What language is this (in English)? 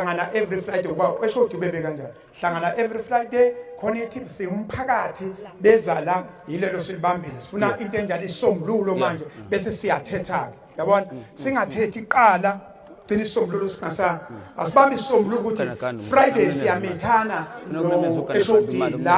Zulu